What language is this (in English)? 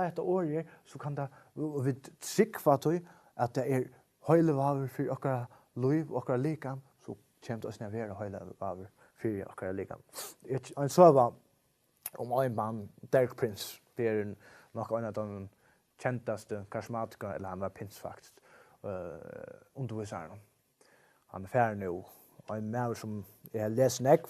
Faroese